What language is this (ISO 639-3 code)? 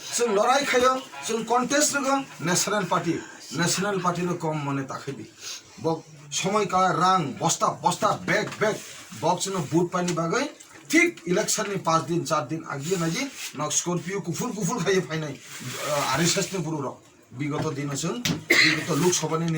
trp